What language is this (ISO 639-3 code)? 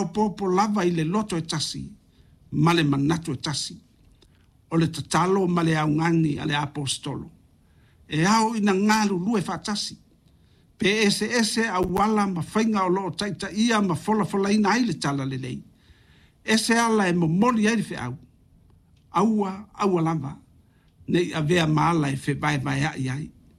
smo